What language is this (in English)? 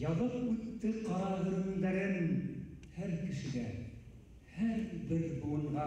Bashkir